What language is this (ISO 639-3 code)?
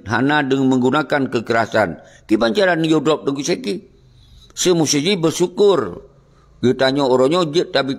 ace